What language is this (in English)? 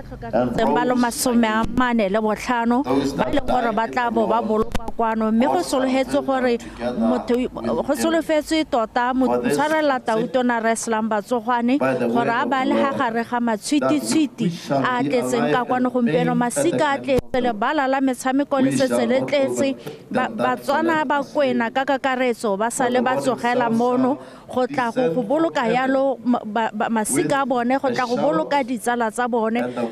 Tswana